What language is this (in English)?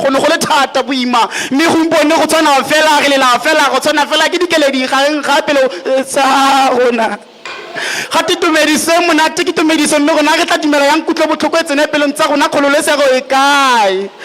Tswana